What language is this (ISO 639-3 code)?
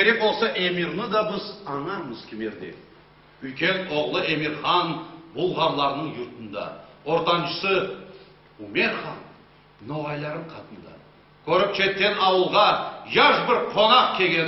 crh